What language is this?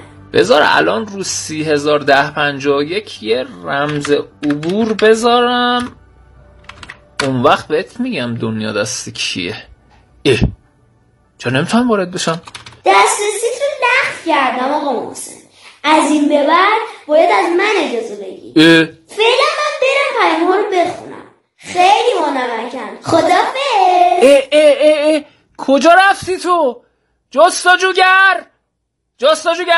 Persian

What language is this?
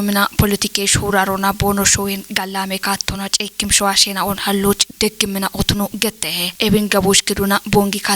Kafa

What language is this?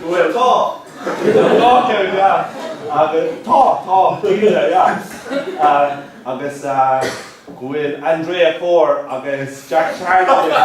Irish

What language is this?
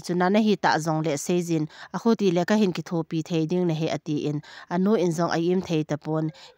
Thado Chin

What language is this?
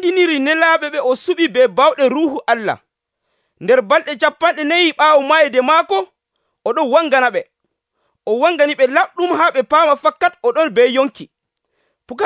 Nigerian Fulfulde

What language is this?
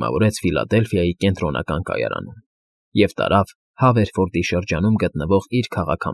Armenian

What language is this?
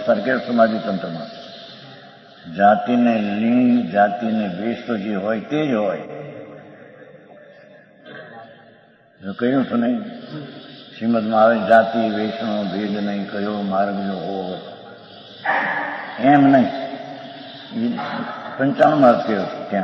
Gujarati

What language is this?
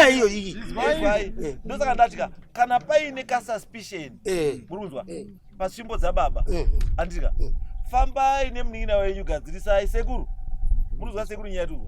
Shona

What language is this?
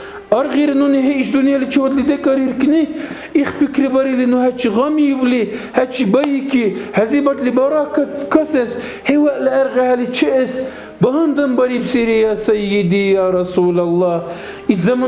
Dargwa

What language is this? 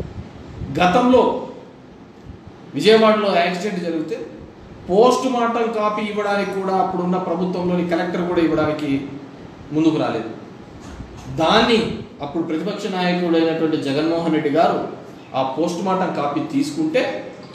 Telugu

